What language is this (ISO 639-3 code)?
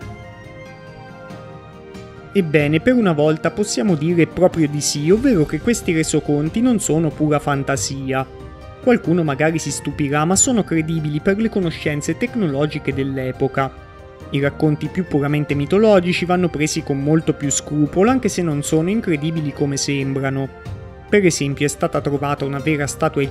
ita